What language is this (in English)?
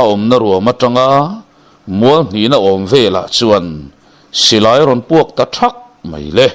Mizo